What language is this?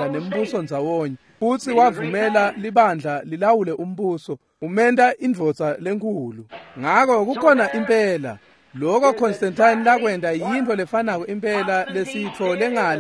Swati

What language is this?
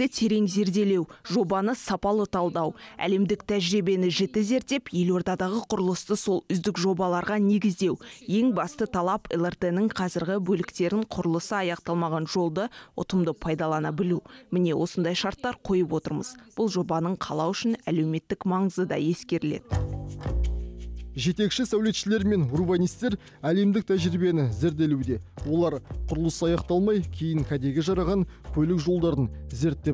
Kazakh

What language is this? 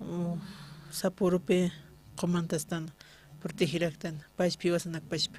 Aymara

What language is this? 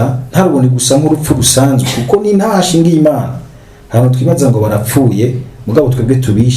Rundi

